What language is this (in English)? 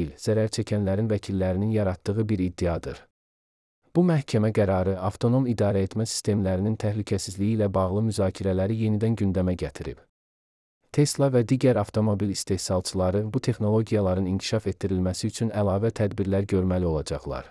Azerbaijani